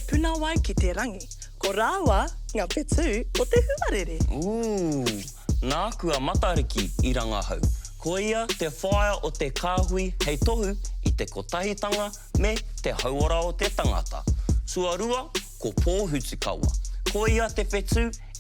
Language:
Māori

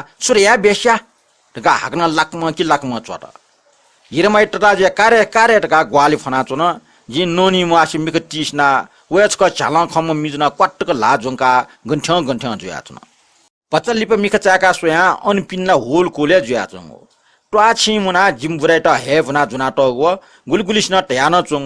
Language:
Newari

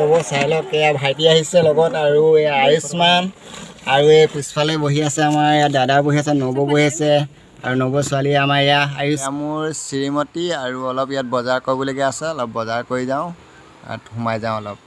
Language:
Assamese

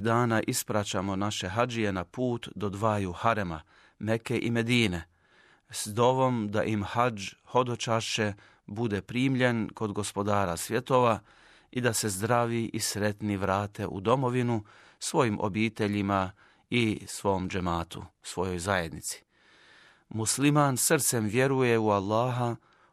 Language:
Bosnian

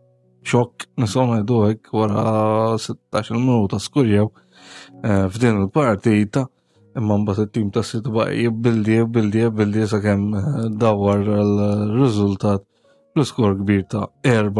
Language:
Maltese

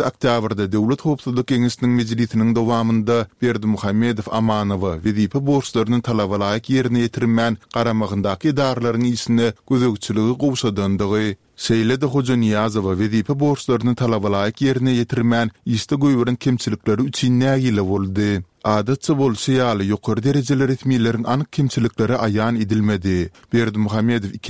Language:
Turkmen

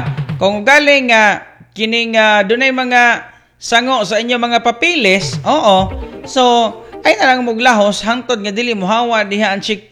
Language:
Cebuano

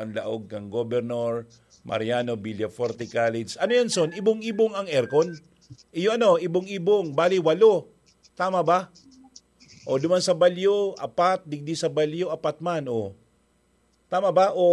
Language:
Bikol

